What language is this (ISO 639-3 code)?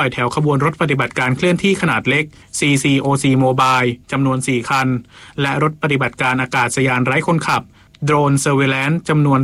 tha